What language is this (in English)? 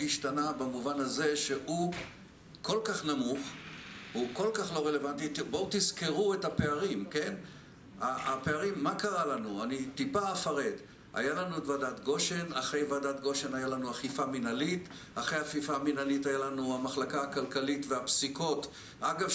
Hebrew